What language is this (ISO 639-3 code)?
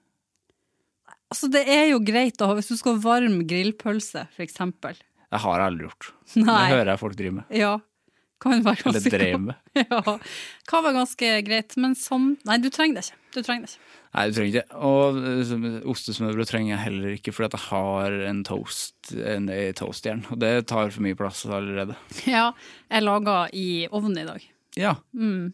nor